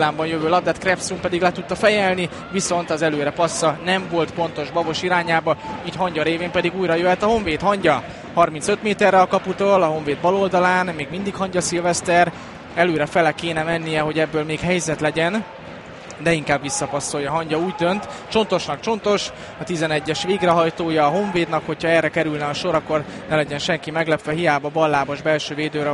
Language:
Hungarian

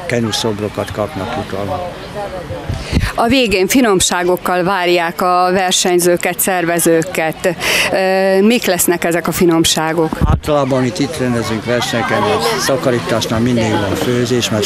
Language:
Hungarian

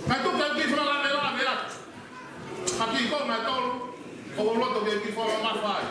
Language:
Tongan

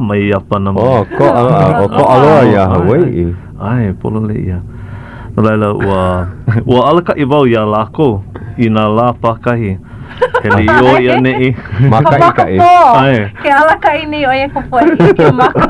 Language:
Hawaiian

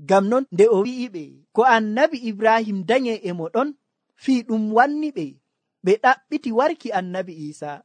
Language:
Nigerian Fulfulde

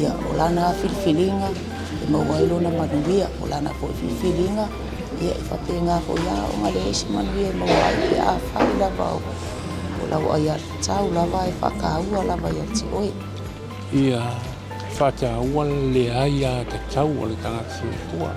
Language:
Samoan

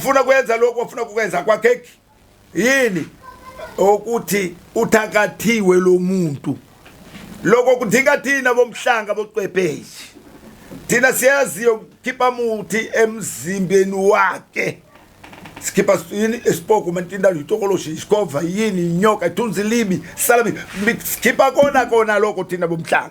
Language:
Zulu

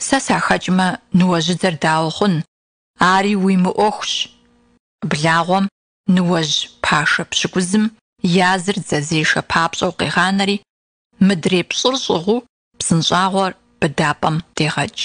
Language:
Kabardian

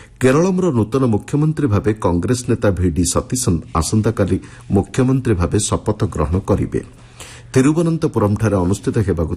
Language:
Odia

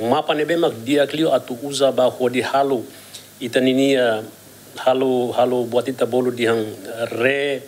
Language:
Tetum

